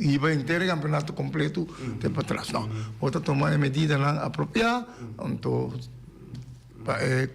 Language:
Papiamento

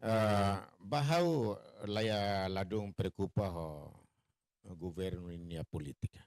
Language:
Tetum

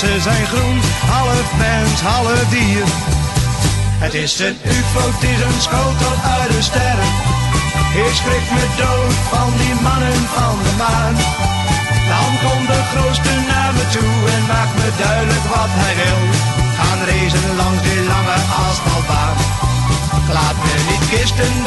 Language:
Dutch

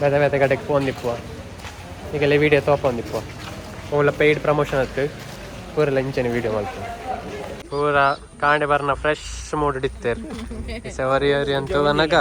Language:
Tulu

